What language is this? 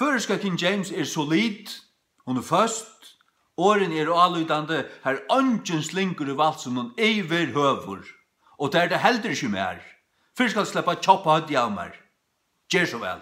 Faroese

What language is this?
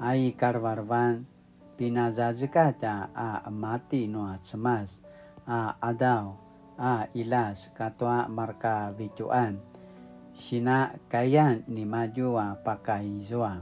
Paiwan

